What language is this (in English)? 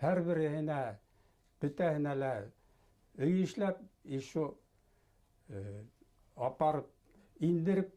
Bashkir